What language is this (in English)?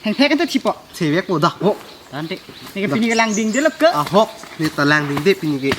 Karbi